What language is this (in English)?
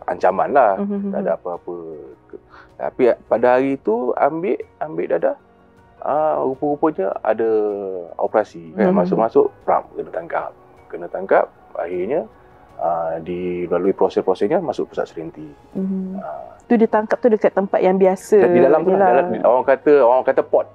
Malay